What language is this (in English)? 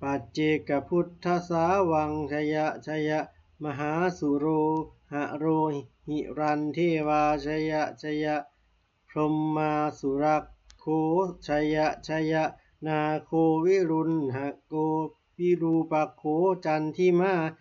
Pali